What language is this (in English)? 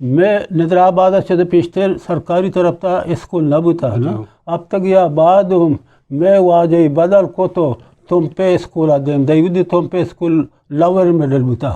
Eastern Balochi